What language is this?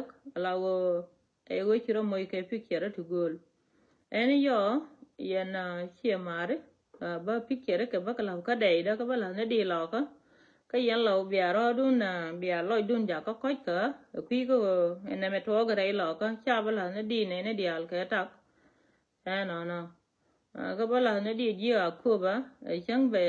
Nuer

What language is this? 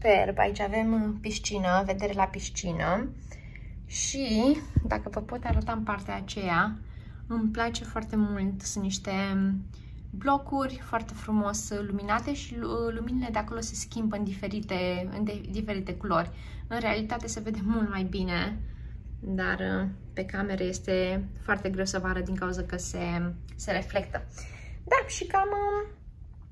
Romanian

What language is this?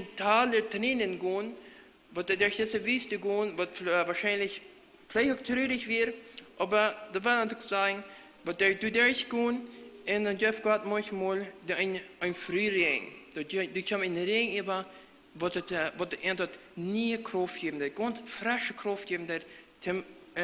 Plautdietsch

